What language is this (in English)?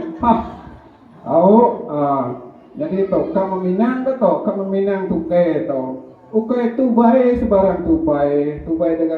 Iban